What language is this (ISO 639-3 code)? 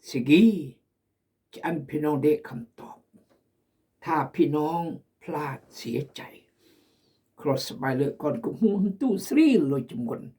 kjg